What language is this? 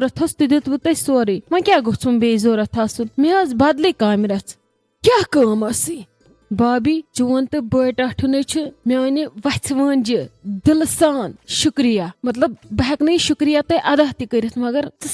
Kashmiri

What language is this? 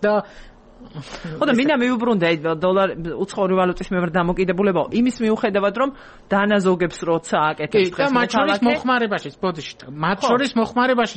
Georgian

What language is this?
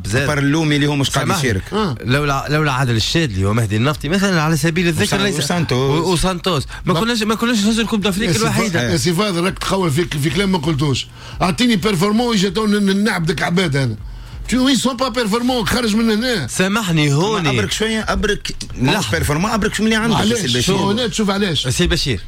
Tunisian Arabic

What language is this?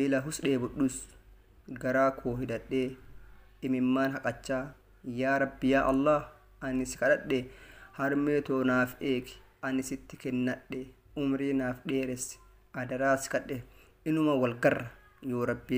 Oromo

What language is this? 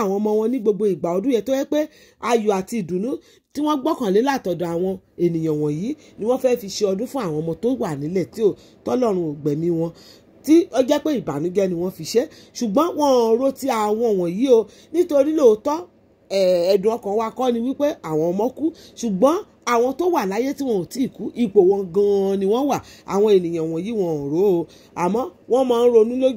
Yoruba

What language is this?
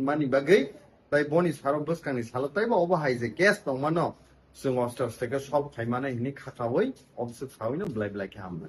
Kok Borok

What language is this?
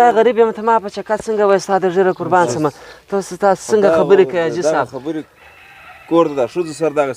Pashto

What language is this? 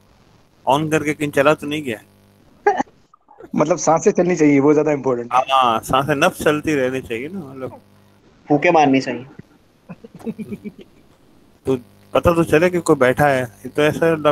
Hindi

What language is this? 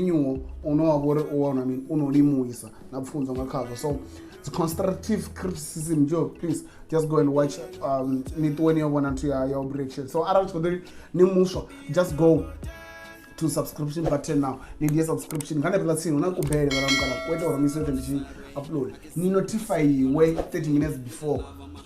Venda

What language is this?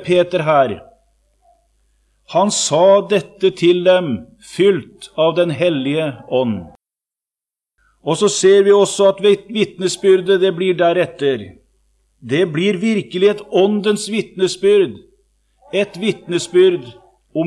Norwegian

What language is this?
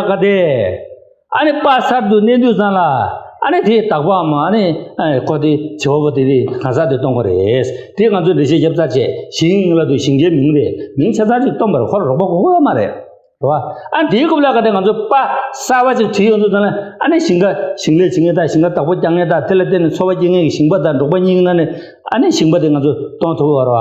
Tibetan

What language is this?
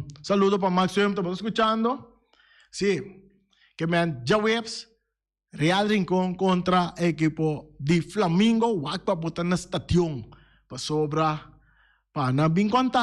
Papiamento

